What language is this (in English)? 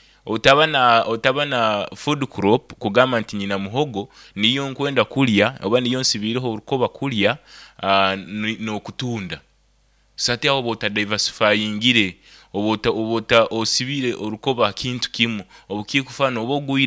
Nyoro